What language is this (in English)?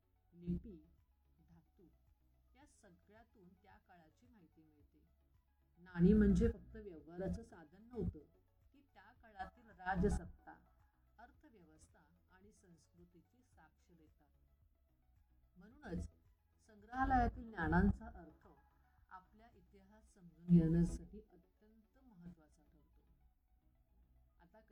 Marathi